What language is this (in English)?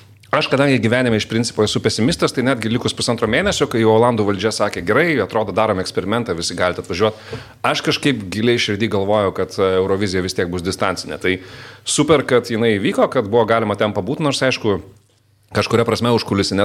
Lithuanian